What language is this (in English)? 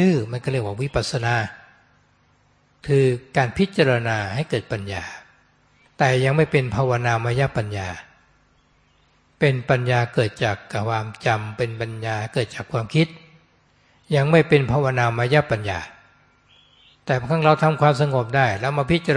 Thai